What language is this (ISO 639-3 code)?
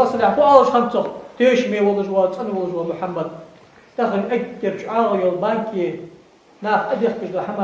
inh